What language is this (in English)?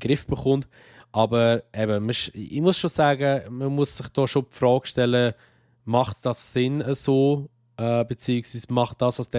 Swiss German